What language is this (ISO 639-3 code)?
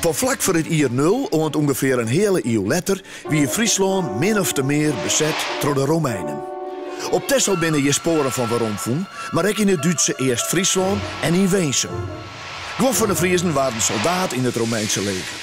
fry